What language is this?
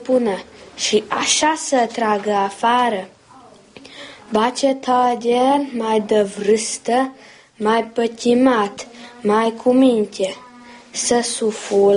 Romanian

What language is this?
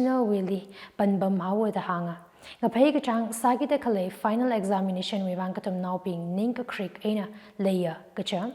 Tangkhul Naga (India)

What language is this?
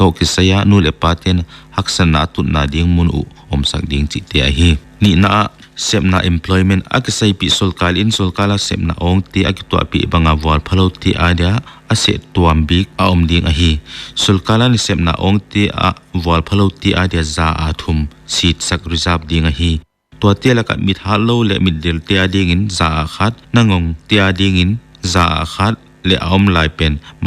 Paite Chin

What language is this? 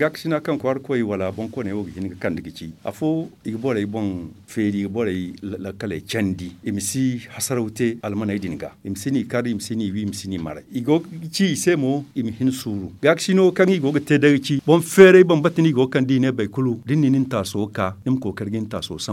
Zarma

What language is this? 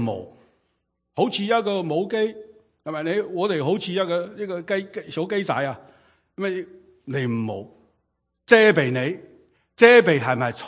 Cantonese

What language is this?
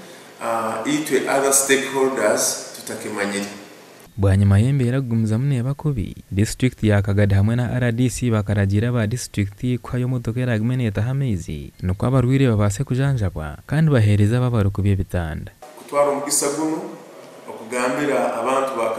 Nyankole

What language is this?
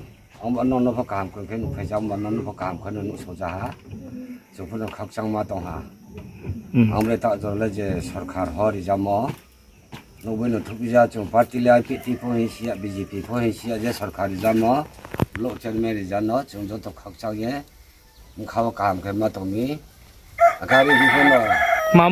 Riang (India)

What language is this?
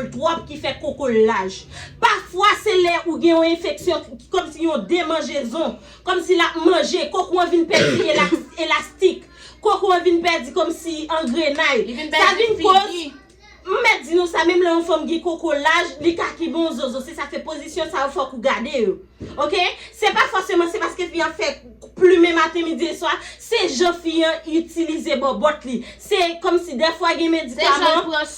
Haitian Creole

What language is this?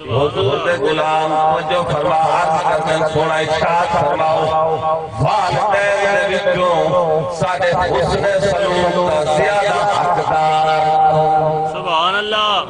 Saraiki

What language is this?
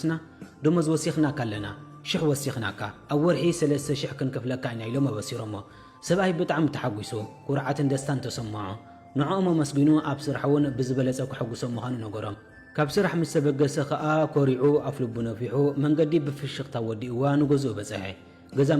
Tigrinya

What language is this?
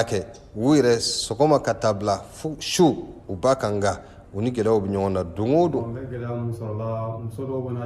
Bambara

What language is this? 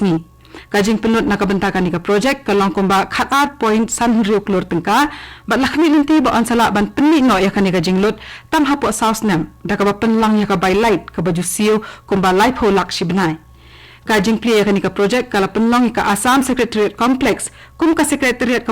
Khasi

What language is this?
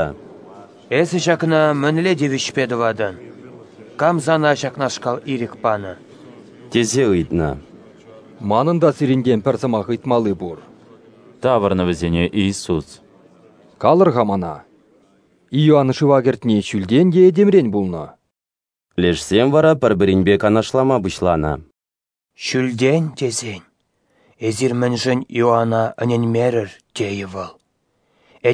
Chuvash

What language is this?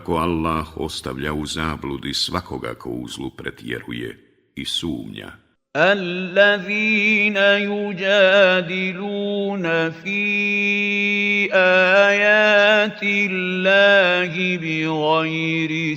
Bosnian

